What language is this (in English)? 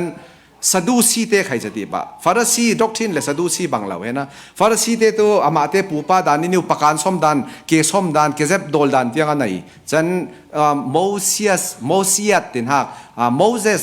Falam Chin